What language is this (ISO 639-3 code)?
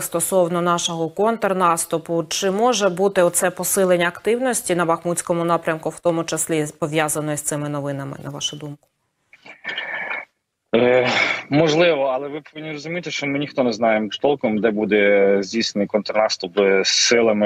ukr